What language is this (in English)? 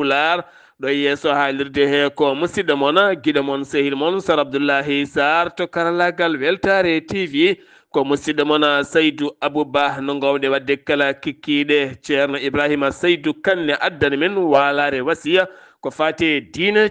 Fula